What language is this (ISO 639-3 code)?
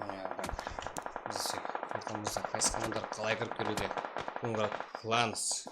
kaa